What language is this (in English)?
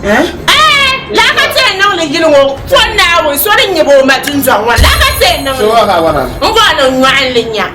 Dagbani